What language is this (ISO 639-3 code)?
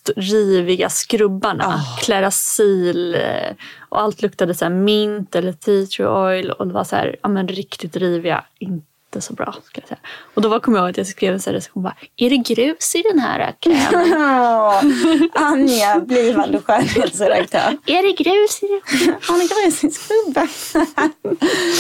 swe